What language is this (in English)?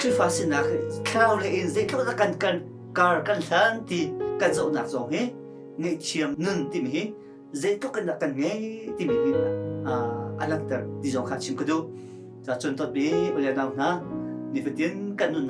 Hakha Chin